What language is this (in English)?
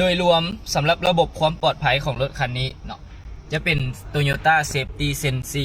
Lao